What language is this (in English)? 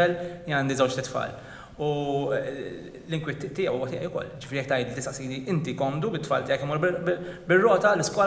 Maltese